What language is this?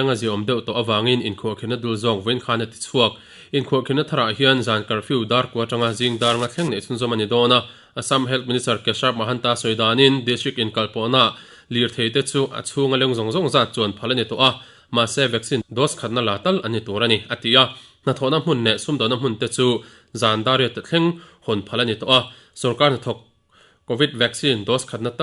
Mizo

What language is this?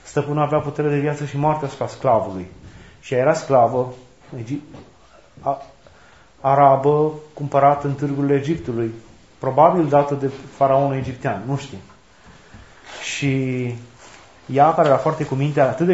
Romanian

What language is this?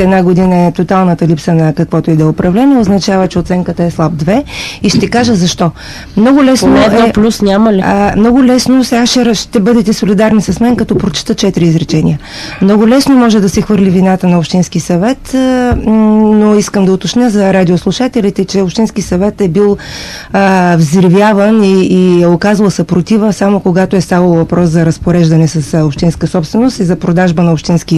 Bulgarian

